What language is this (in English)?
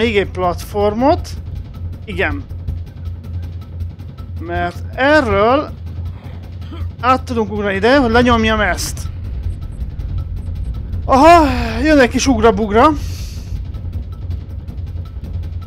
Hungarian